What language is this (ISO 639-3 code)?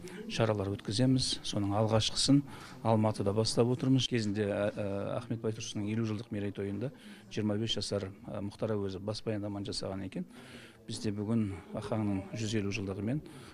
kir